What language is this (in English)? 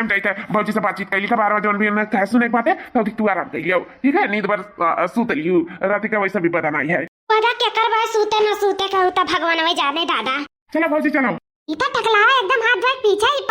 Awadhi